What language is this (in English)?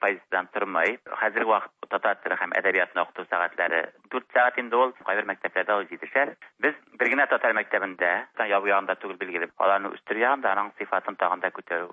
Tatar